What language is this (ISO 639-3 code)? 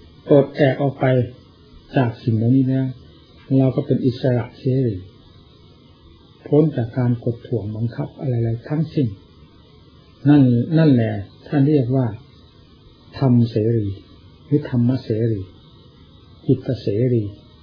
tha